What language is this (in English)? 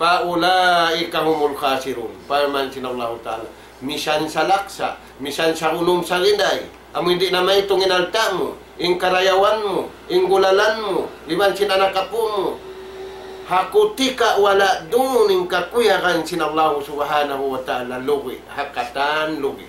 Tausug